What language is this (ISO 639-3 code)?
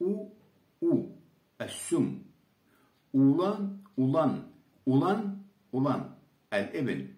krc